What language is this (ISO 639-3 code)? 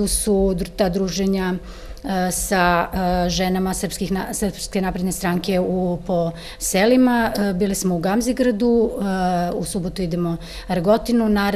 srp